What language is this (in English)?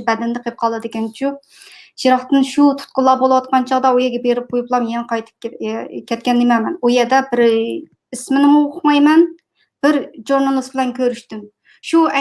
Uyghur